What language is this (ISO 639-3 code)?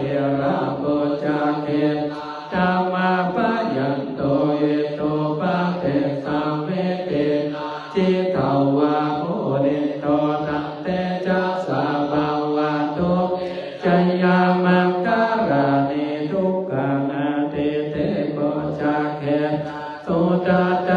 pli